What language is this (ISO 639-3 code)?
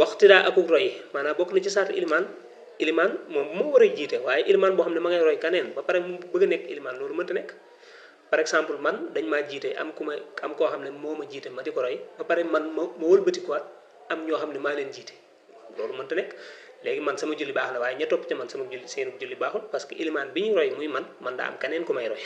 wol